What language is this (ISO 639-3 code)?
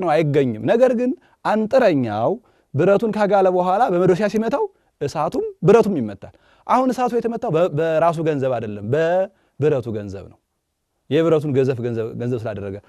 amh